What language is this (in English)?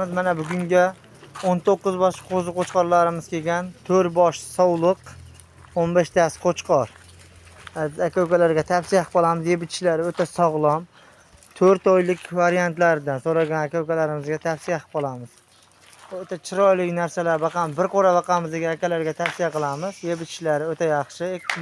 Uzbek